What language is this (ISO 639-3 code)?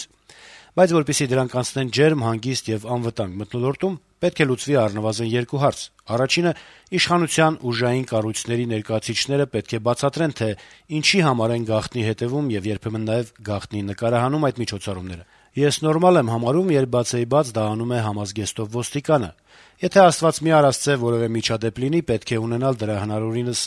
hye